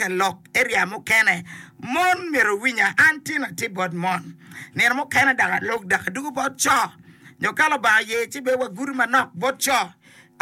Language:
Acoli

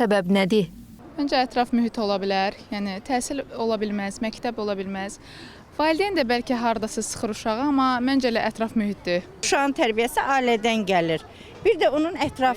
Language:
Azerbaijani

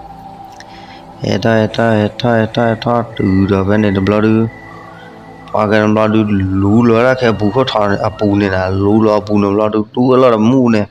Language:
S'gaw Karen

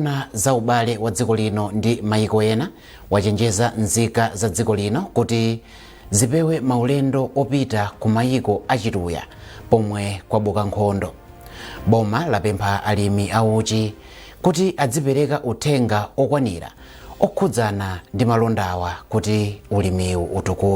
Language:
Nyanja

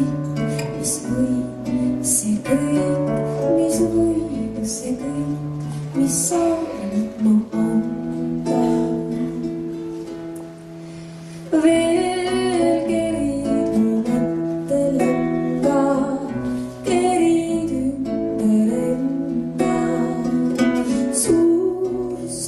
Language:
Estonian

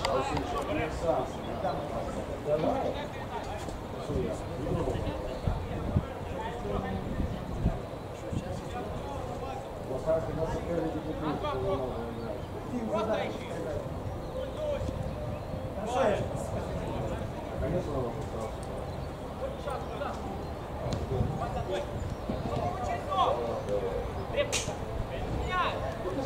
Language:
Russian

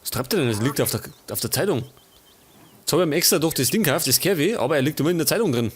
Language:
Bavarian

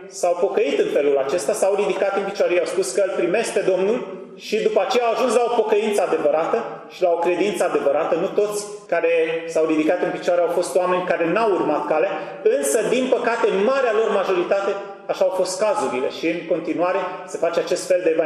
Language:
Romanian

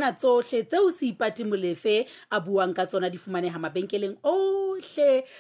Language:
Southern Sotho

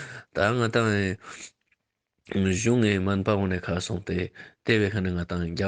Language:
Ladakhi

